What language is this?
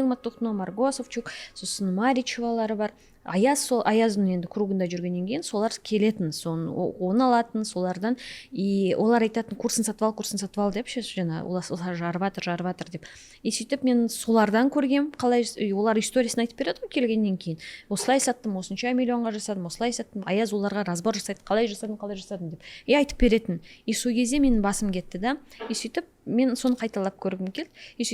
Kazakh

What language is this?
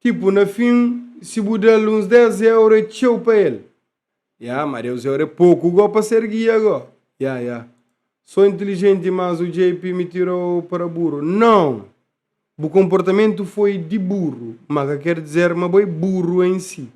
Kabuverdianu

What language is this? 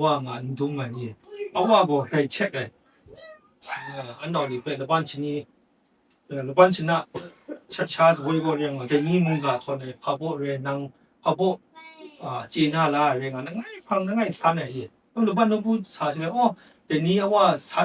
Kachin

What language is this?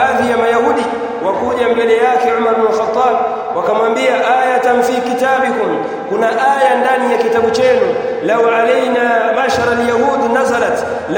Swahili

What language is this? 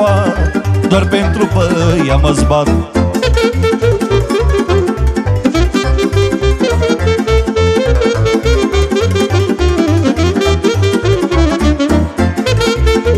Romanian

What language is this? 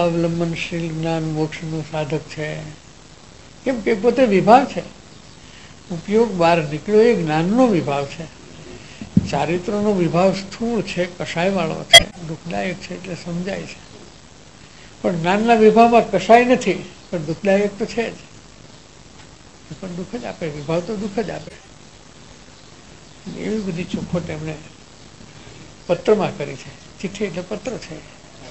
Gujarati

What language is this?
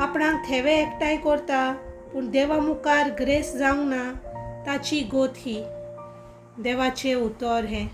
Konkani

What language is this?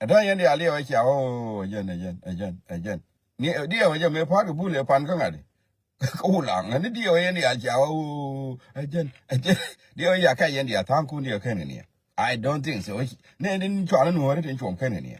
Nuer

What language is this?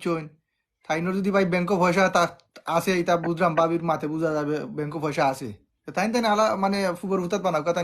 Sylheti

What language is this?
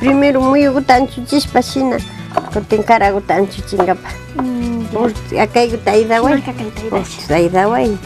Imbabura Highland Quichua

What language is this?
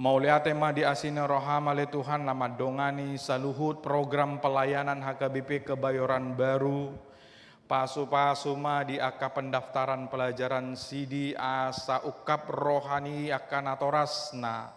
Batak Toba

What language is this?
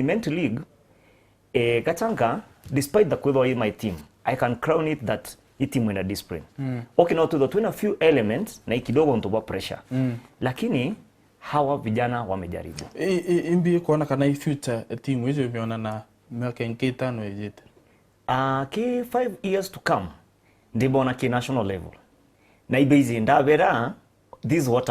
Meru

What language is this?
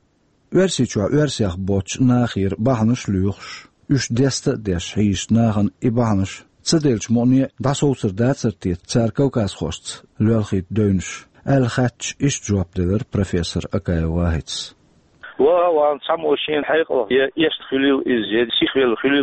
Chechen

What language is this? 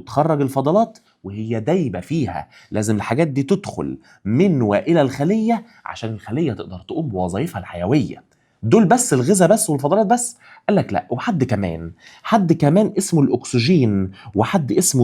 Egyptian Arabic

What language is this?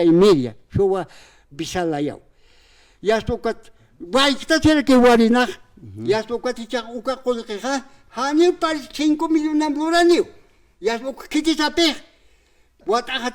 Aymara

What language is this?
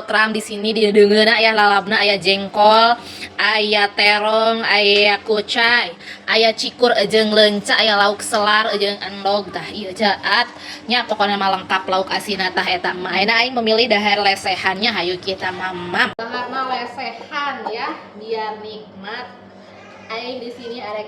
Sundanese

